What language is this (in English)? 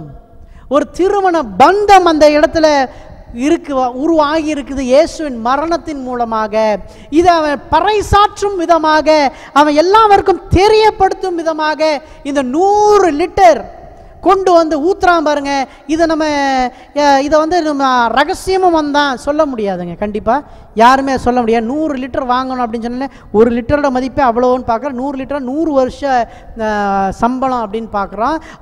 Tamil